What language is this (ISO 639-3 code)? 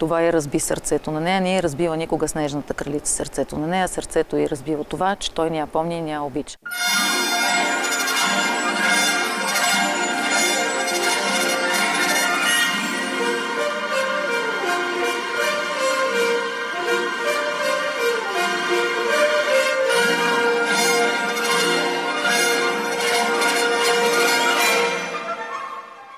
bul